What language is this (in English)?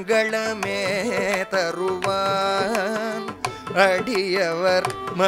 Tamil